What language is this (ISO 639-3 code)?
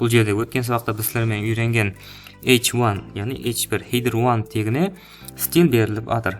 kaa